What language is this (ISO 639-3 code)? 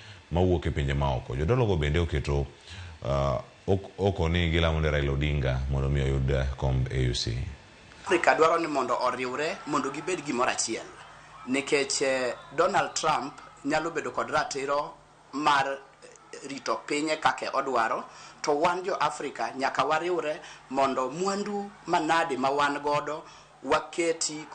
luo